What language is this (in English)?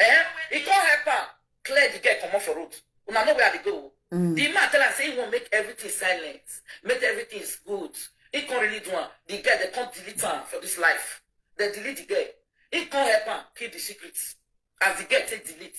Nigerian Pidgin